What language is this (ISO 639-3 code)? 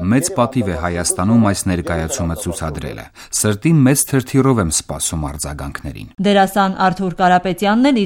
hye